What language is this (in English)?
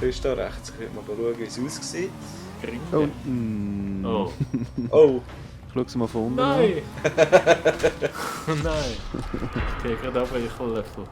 Swiss German